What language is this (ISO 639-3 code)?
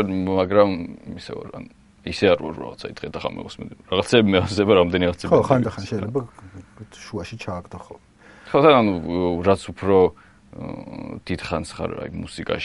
kat